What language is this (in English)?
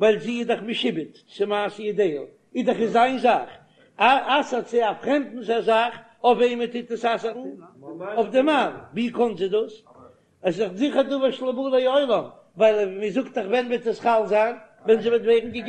Yiddish